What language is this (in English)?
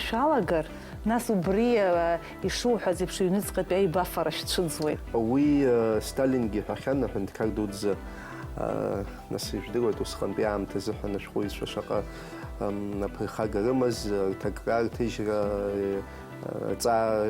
Abkhazian